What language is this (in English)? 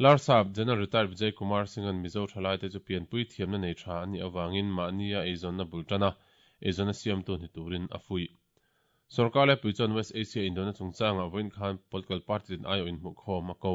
Mizo